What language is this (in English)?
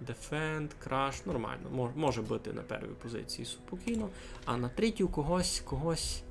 Rusyn